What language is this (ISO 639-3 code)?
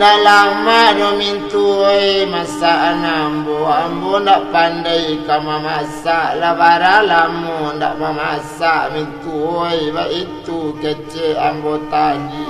min